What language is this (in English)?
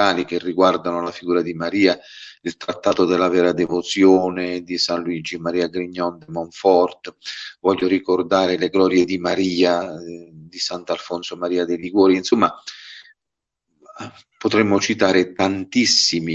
Italian